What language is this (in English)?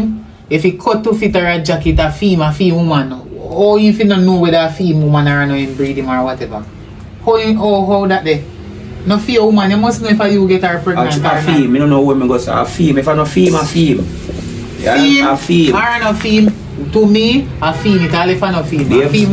Jamaican Creole English